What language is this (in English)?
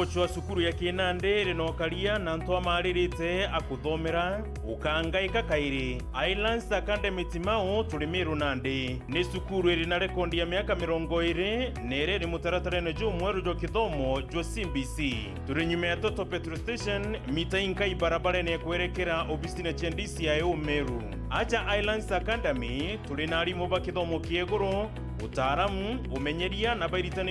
Meru